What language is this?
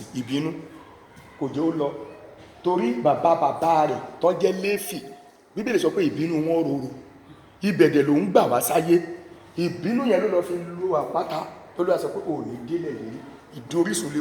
Yoruba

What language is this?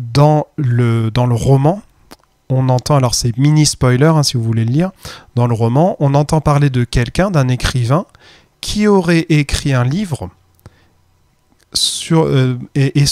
French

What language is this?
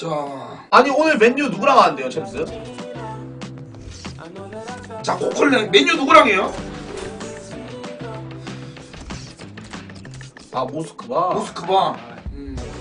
Korean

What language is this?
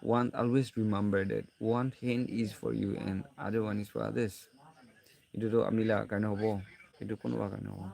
Naga Pidgin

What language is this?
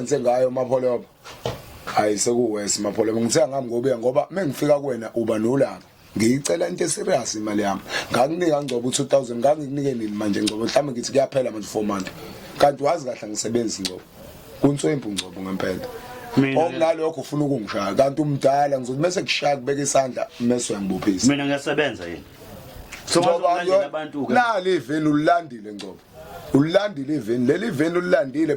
Zulu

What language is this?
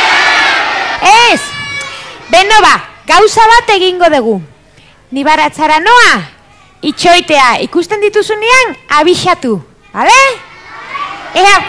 Basque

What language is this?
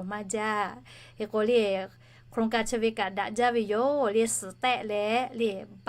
Lahu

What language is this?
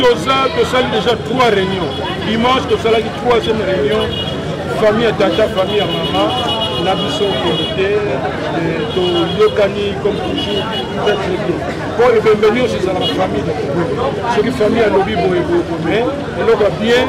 Lingala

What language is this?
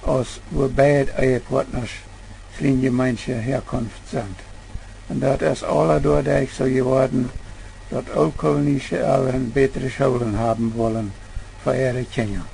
Plautdietsch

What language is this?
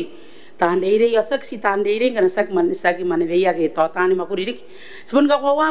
Gilbertese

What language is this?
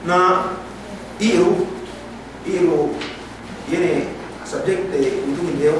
Yakan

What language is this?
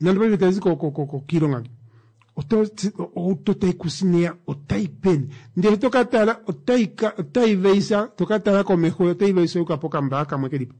Kuanyama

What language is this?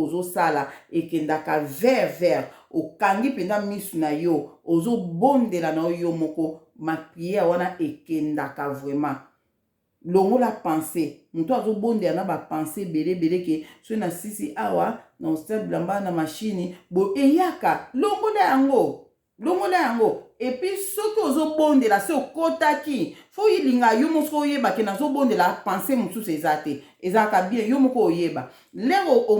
Lingala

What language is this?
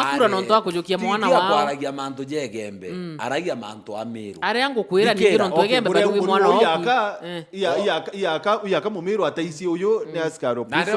Meru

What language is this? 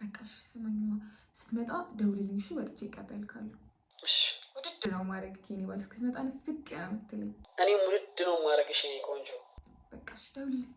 Amharic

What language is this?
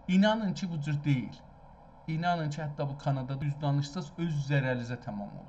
South Azerbaijani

